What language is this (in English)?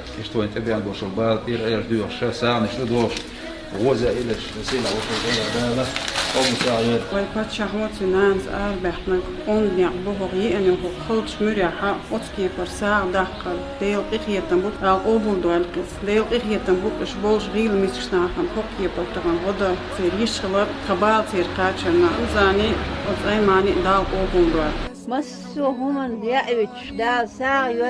Chechen